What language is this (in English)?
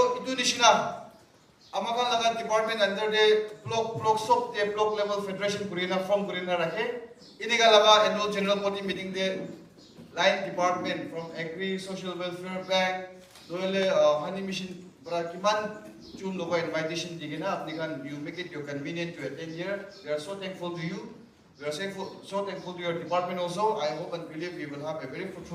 Naga Pidgin